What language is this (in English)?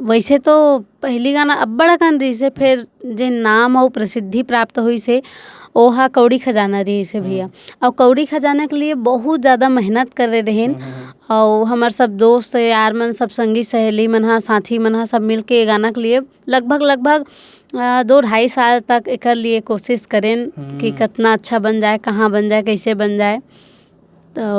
Chhattisgarhi